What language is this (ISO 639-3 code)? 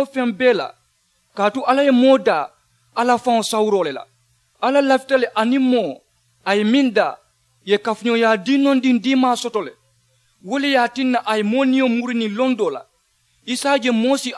man